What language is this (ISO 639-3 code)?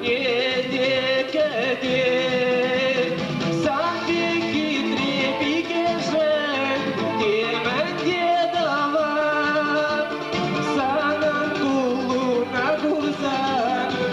chv